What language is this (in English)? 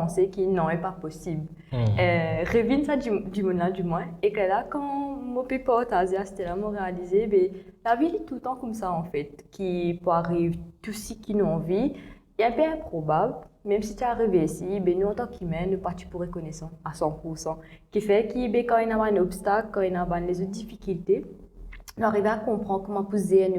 Morisyen